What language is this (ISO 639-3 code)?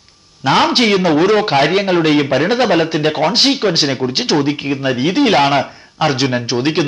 mal